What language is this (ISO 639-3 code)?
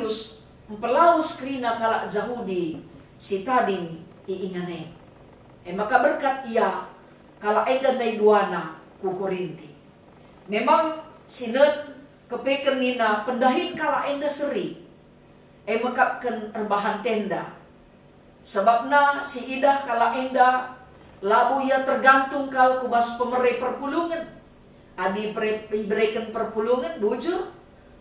btx